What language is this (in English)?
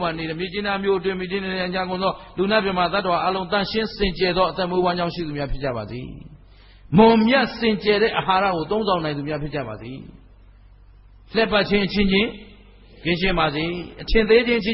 Burmese